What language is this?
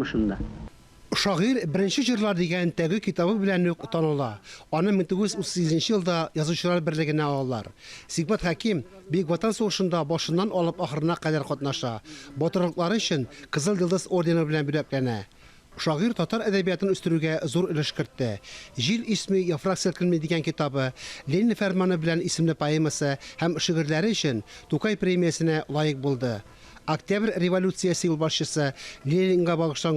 Tatar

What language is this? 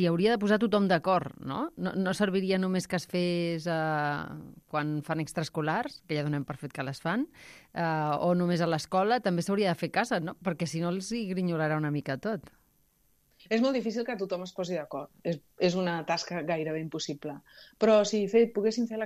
Catalan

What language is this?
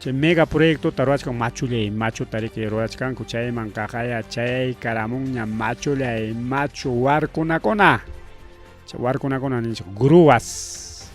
Ayacucho Quechua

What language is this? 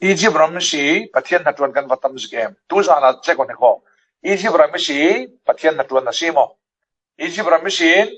Falam Chin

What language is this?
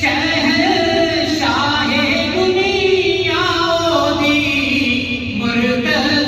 Pahari-Potwari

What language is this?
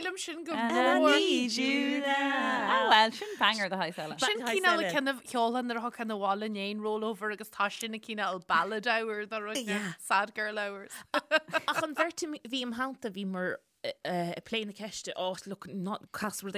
Irish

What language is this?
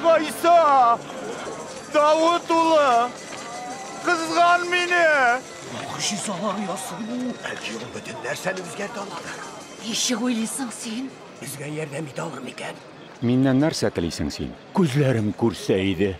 Tatar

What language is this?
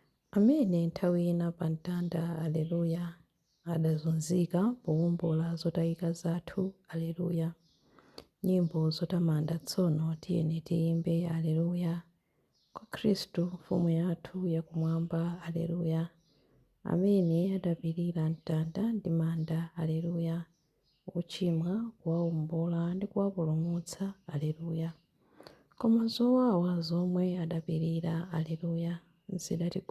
Nyanja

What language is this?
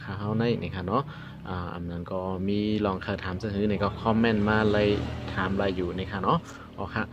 Shan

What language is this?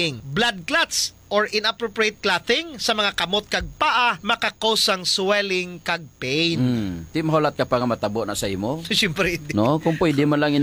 Hiligaynon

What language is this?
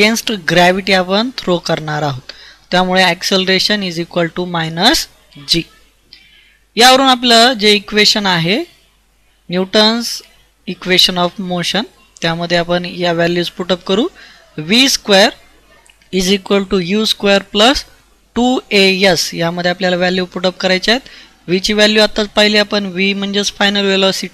Marathi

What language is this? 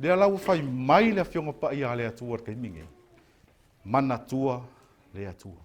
Samoan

